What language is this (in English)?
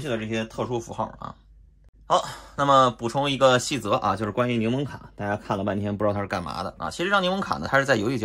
Chinese